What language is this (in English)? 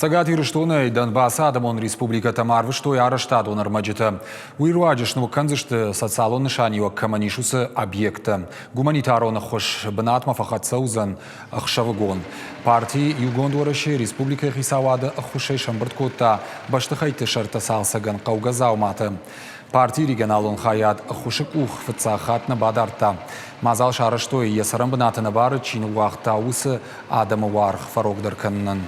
Ossetic